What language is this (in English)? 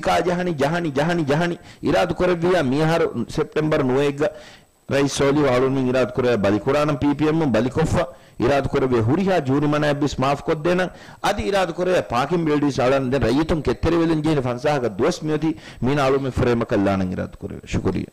Divehi